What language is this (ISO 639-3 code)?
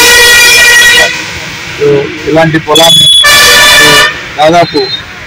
tel